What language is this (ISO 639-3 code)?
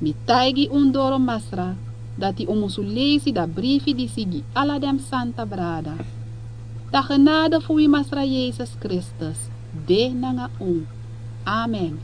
srn